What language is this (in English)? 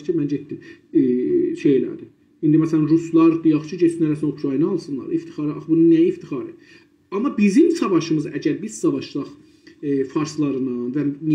South Azerbaijani